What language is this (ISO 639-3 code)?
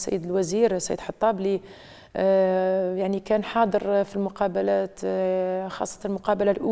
arq